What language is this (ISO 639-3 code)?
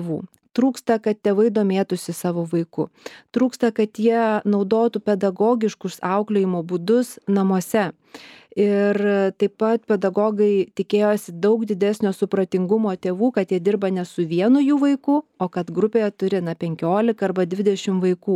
lit